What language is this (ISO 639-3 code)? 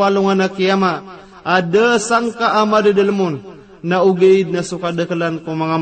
mrw